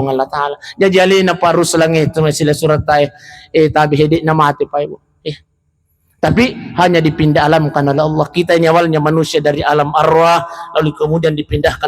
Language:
Buginese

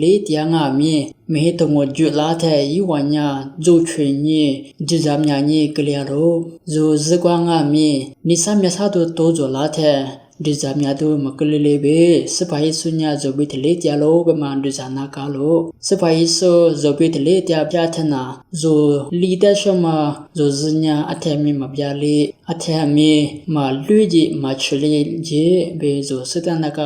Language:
Lisu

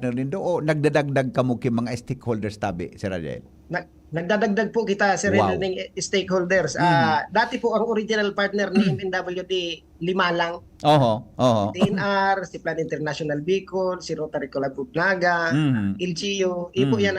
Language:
Bikol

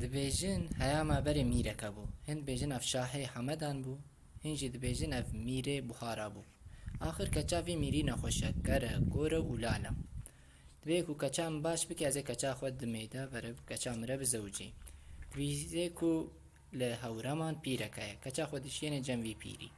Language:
Kurdish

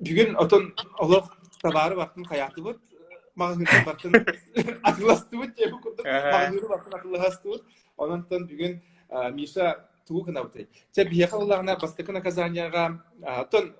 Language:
Yakut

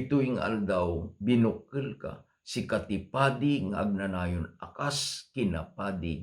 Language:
Iloko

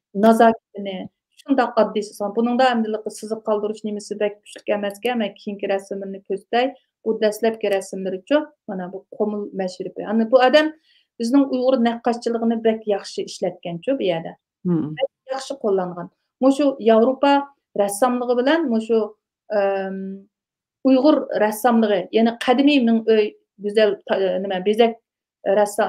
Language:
Uyghur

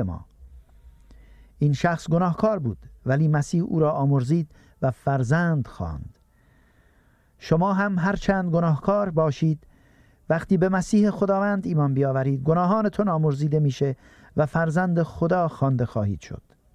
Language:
Persian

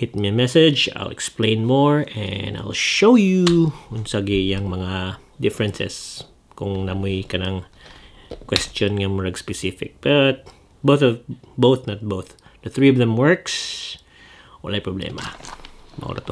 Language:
Cebuano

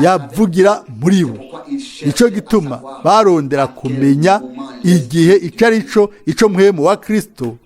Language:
Rundi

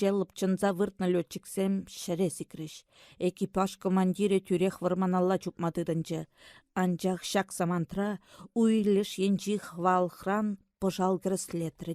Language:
Chuvash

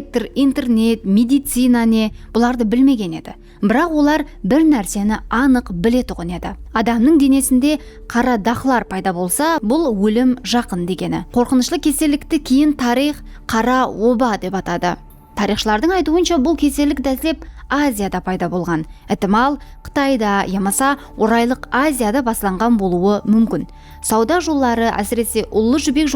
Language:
Kara-Kalpak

